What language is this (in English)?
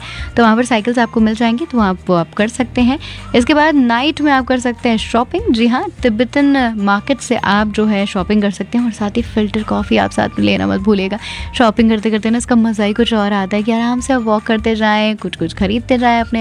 Hindi